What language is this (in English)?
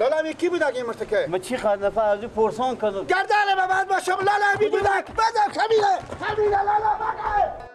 Persian